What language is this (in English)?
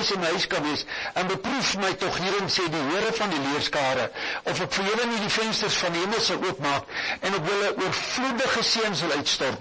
Afrikaans